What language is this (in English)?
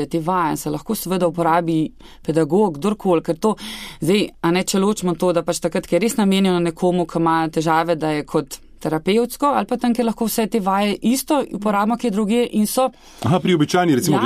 Slovenian